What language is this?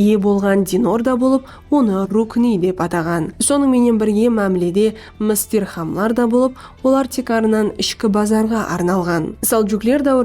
Kara-Kalpak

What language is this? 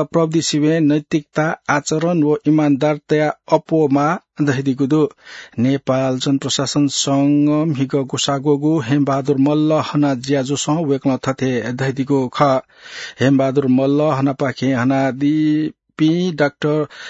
Newari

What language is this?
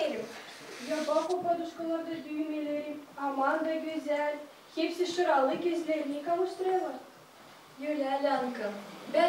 Gagauz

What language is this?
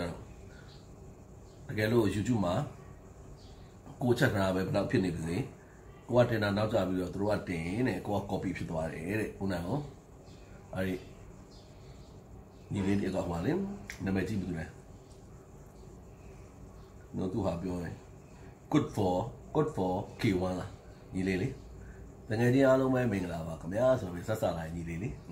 Burmese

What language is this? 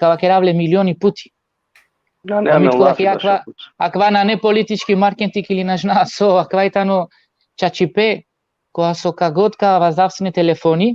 Balkan Romani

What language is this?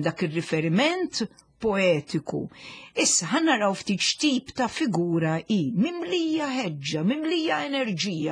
Maltese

